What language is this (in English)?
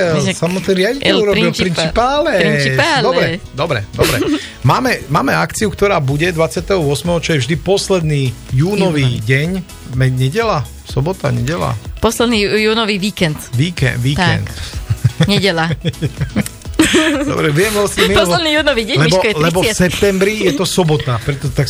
Slovak